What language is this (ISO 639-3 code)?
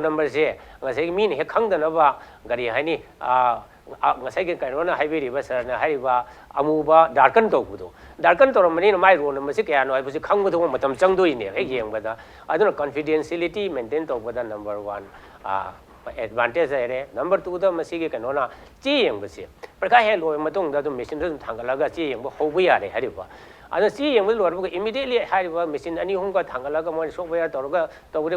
mni